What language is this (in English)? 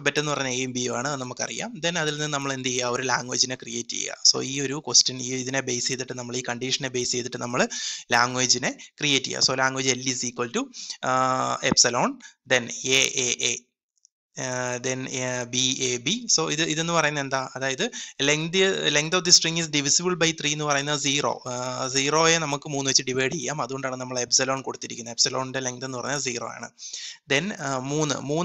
Malayalam